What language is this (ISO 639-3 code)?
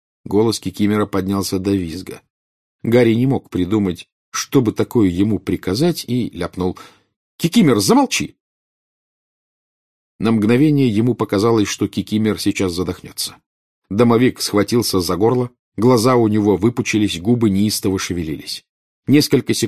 rus